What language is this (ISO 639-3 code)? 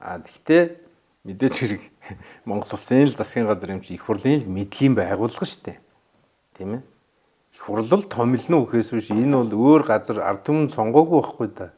mon